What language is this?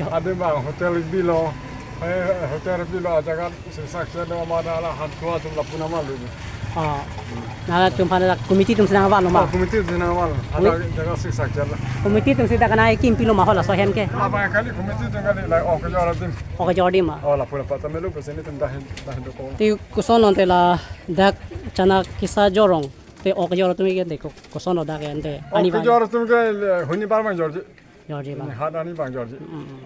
Karbi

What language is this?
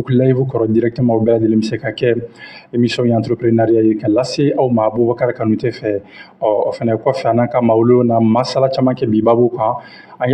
Bambara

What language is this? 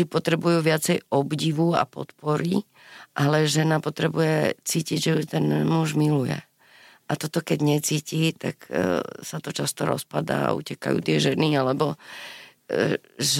Slovak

